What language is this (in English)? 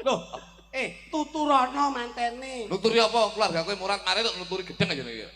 Javanese